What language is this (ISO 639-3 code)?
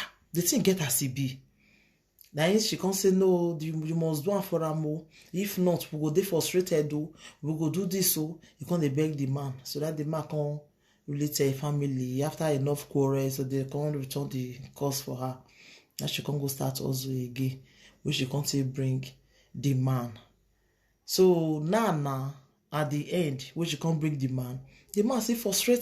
pcm